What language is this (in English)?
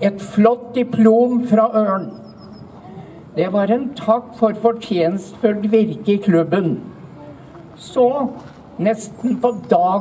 Norwegian